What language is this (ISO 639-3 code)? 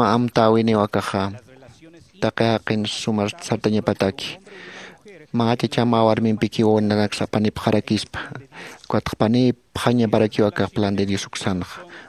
aym